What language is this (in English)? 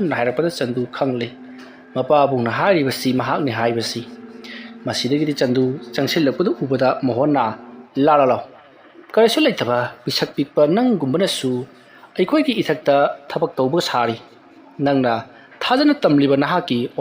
Manipuri